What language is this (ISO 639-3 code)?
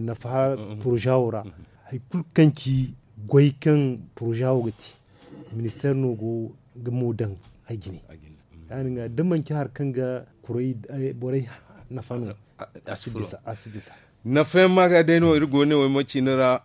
dje